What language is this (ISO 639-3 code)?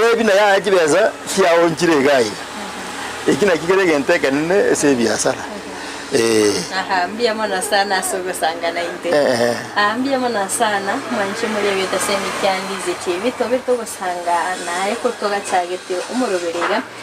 guz